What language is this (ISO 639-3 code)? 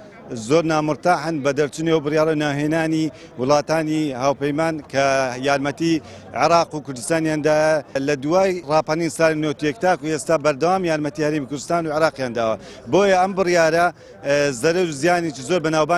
ckb